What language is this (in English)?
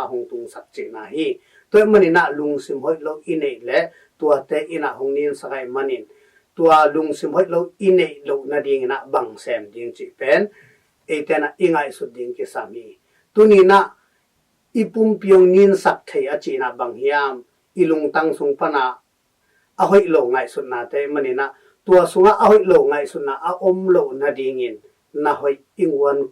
Tedim Chin